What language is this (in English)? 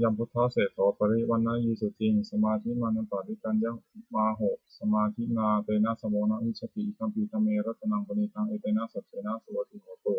Pali